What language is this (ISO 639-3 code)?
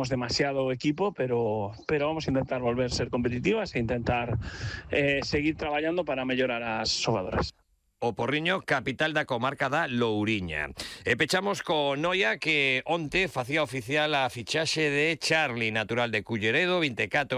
glg